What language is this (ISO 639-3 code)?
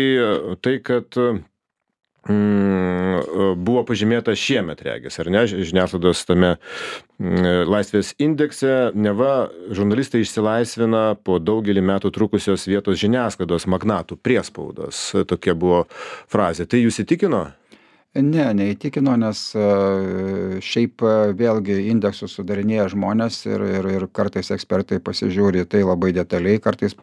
lit